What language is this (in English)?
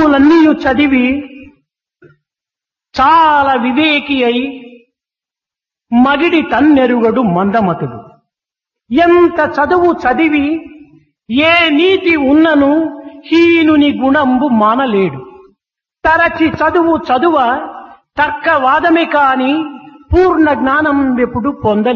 Telugu